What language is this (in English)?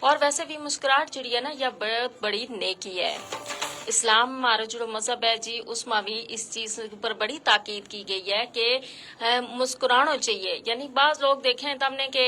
Gujari